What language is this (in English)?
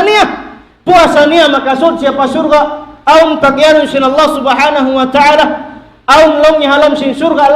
Tausug